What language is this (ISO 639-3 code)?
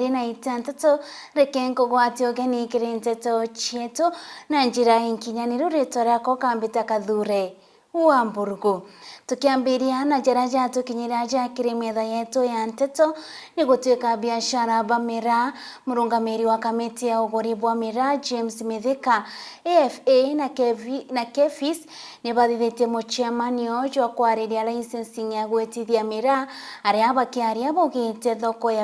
mer